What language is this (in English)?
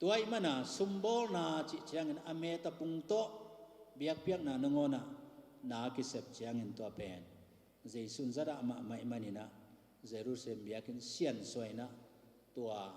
Tedim Chin